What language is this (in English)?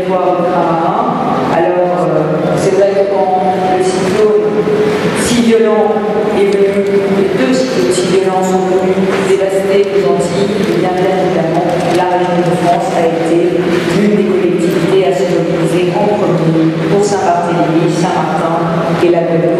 French